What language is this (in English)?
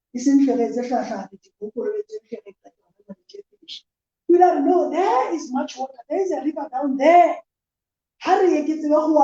Southern Sotho